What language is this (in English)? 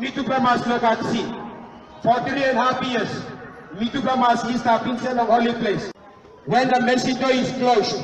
Tok Pisin